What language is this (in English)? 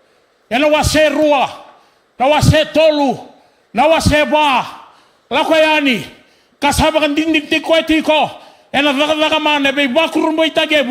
Fijian